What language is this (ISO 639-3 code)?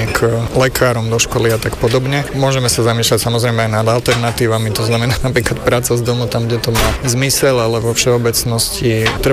slk